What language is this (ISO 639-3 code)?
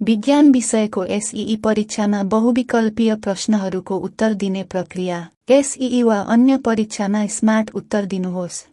nep